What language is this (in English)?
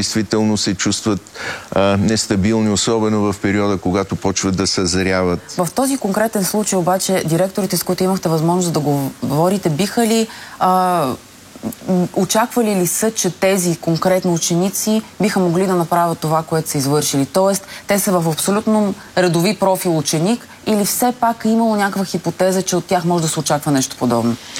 Bulgarian